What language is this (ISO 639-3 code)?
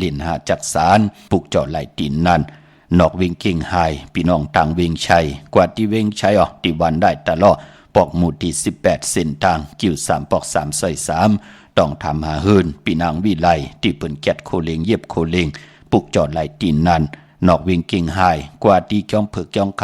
shn